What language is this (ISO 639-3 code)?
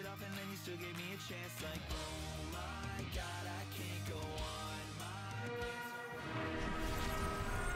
eng